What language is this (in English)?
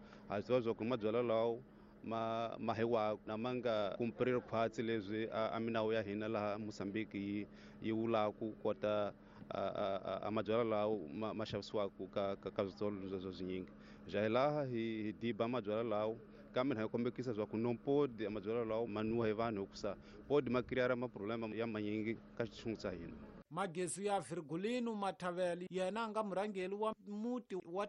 Tsonga